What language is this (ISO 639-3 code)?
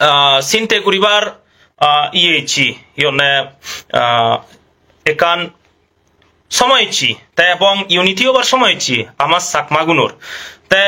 ccp